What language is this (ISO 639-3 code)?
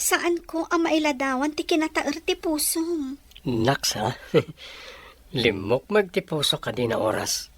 ilo